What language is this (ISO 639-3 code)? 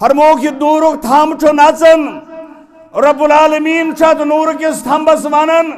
kas